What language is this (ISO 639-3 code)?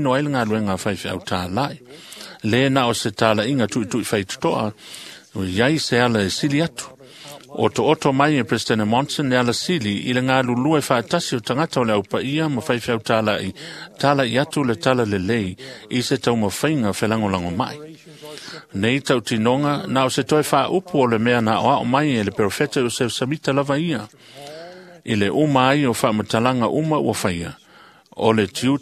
smo